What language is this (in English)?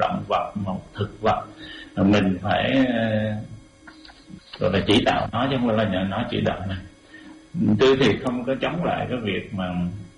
Vietnamese